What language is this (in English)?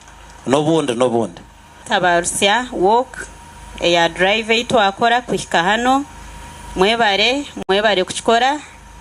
Nyankole